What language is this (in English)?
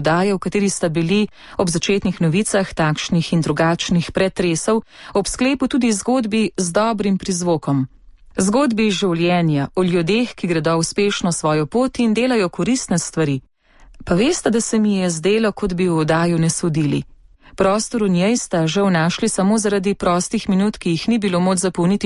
Slovenian